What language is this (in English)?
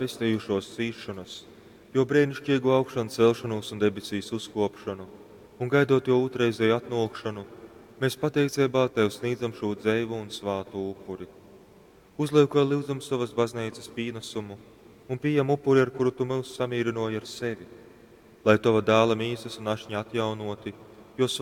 Latgalian